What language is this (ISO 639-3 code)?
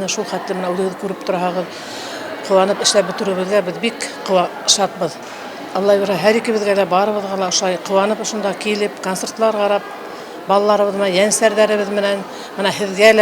bak